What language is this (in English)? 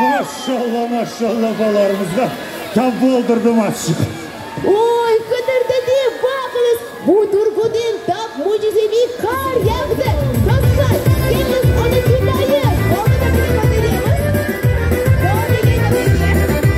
Crimean Tatar